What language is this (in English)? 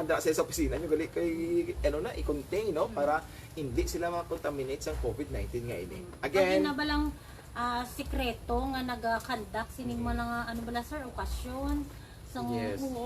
Hiligaynon